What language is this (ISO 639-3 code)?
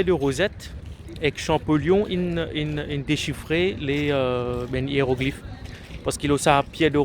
mfe